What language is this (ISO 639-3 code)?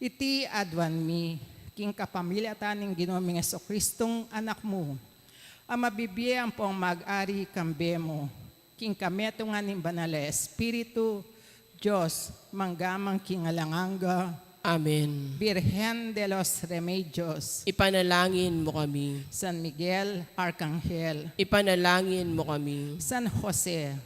pam